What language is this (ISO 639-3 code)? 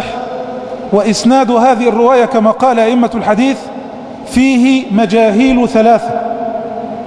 ara